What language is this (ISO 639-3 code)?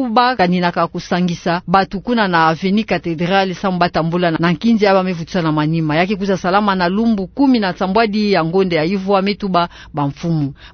ktu